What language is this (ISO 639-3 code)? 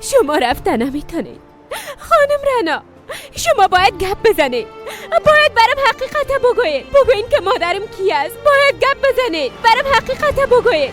fas